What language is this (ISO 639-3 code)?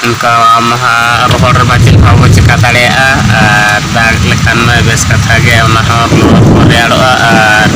sat